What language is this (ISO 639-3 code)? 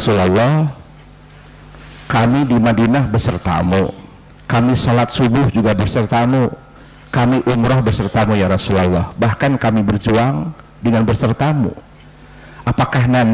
ind